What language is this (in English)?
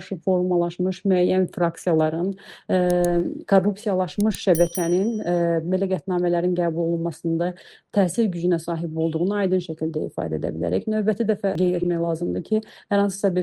Azerbaijani